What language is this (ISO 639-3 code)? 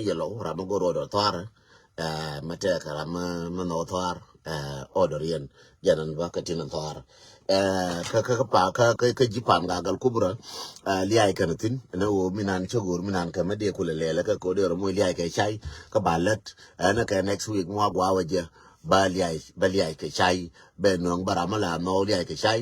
nus